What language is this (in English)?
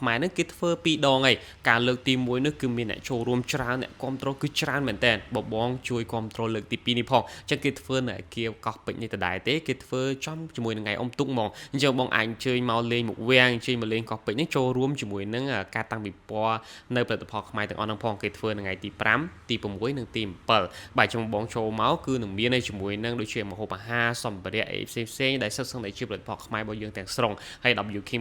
Khmer